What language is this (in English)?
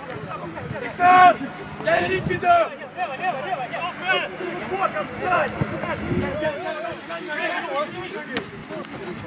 Hungarian